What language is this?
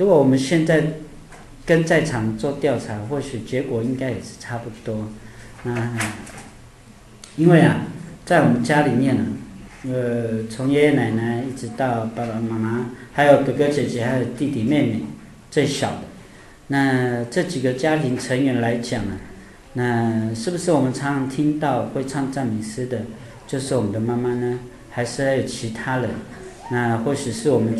Chinese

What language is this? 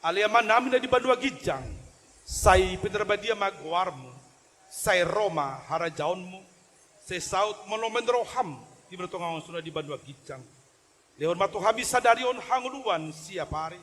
Batak Toba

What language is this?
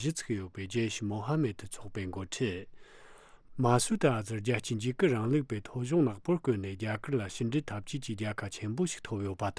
Tibetan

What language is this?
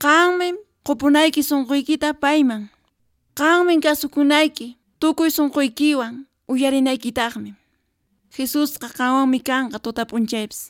Quechua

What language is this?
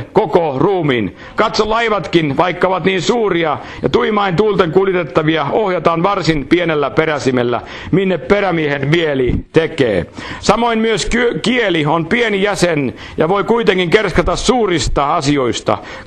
Finnish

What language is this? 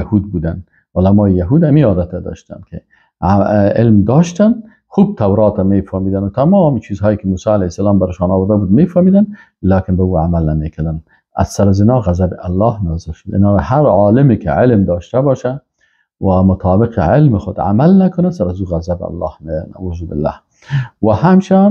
Persian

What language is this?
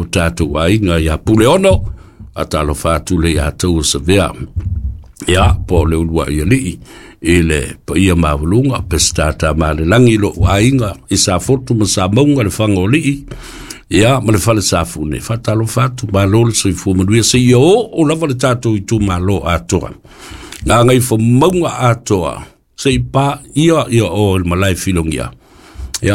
Samoan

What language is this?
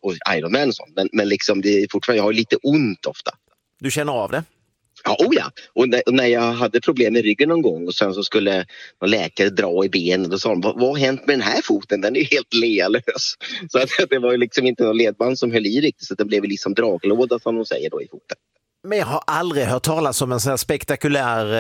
Swedish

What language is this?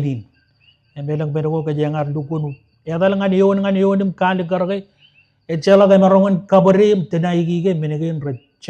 Marshallese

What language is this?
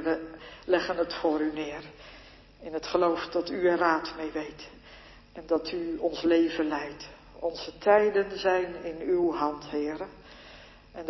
Dutch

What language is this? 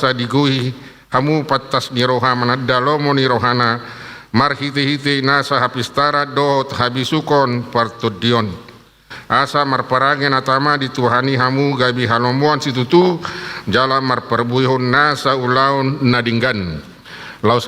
Batak Toba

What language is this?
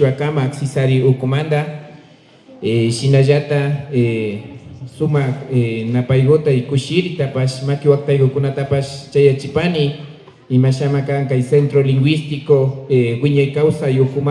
Imbabura Highland Quichua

